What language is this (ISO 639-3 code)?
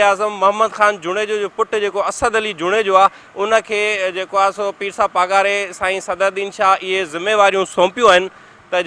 snd